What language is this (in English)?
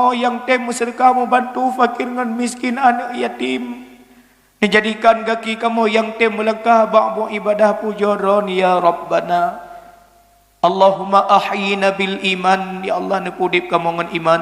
Achinese